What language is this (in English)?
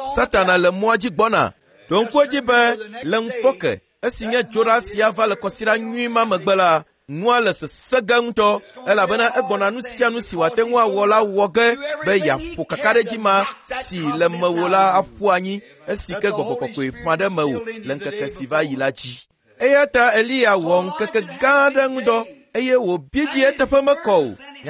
Ewe